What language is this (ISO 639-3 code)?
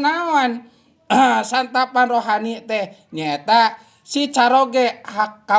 sun